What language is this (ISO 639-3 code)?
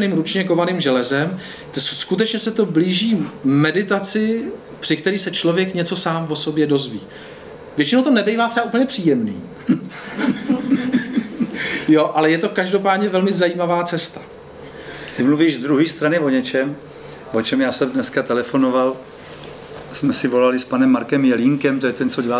ces